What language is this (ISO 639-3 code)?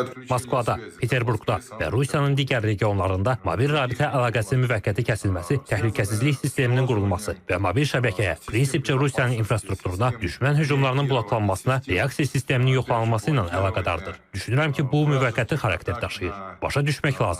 aze